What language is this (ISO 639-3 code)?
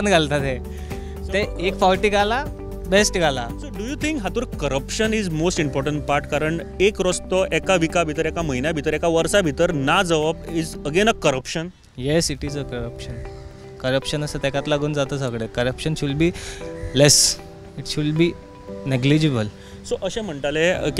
kok